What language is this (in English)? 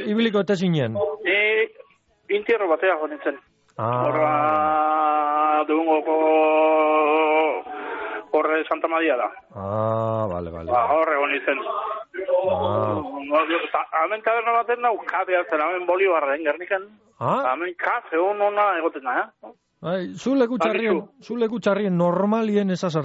Basque